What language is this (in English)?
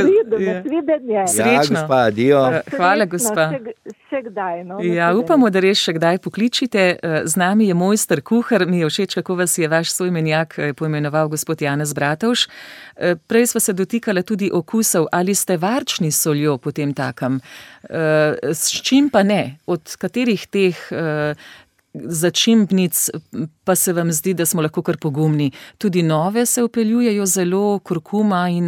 Slovenian